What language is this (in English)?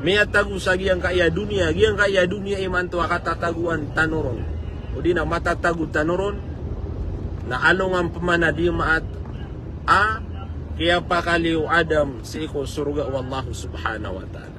Maranao